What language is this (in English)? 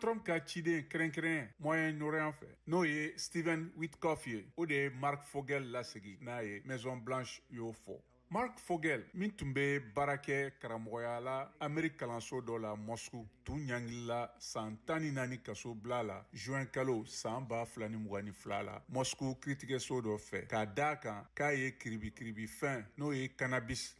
Bambara